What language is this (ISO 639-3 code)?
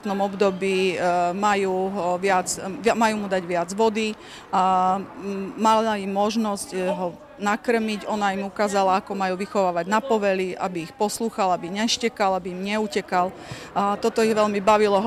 slk